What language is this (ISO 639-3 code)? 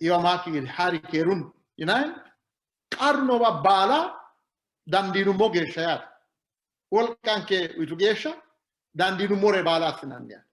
sid